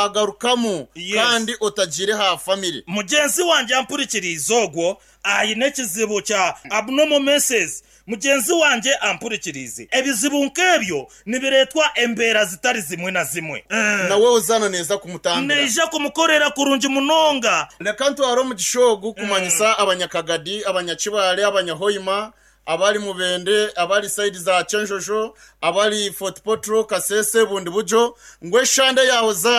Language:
Nyankole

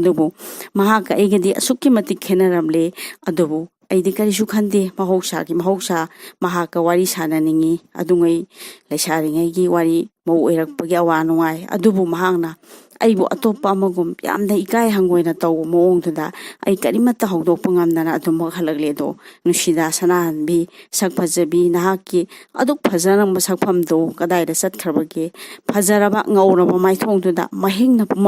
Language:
Manipuri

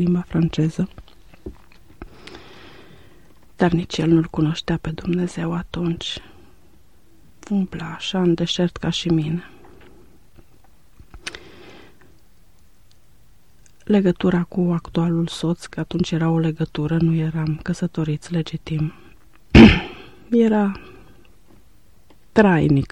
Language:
Romanian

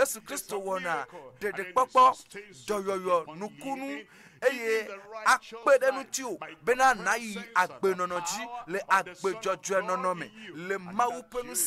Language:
Ewe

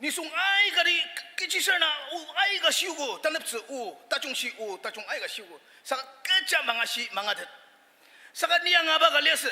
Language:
Ao Naga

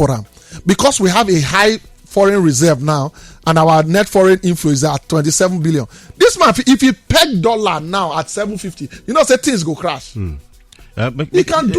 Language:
Nigerian Pidgin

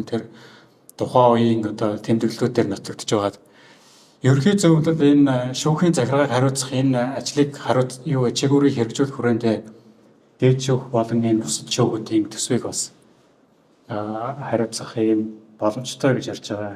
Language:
Mongolian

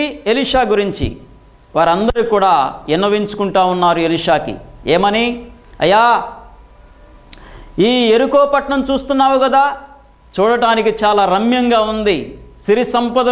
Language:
Telugu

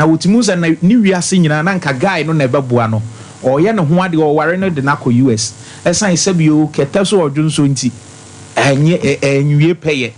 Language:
Akan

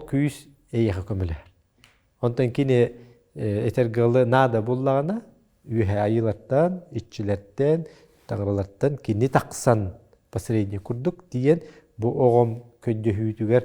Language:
Yakut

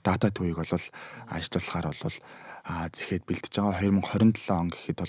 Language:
Mongolian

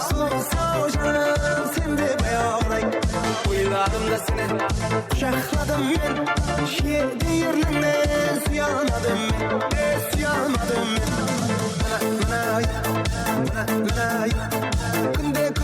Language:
Kara-Kalpak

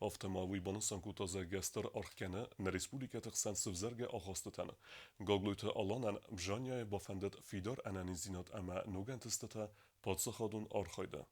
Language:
Ossetic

